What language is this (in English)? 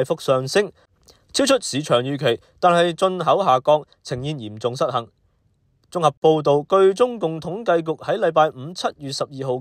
Cantonese